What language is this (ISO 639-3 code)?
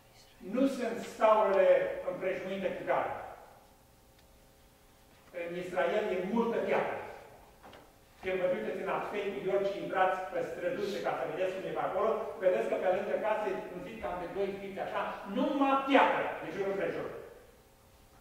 ron